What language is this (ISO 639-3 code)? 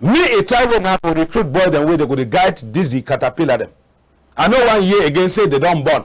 wes